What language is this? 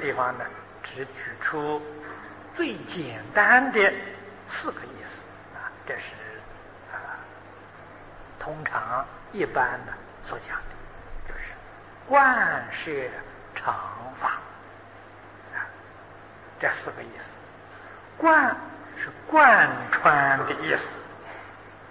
Chinese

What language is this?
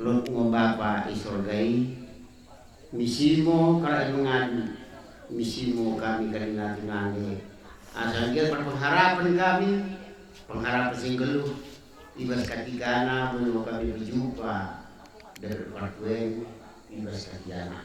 Batak Karo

